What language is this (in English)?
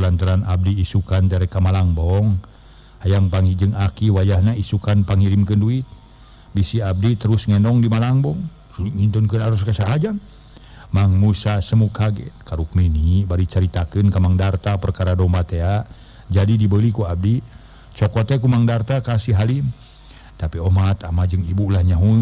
Sundanese